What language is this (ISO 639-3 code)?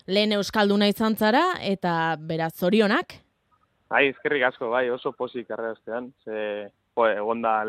eus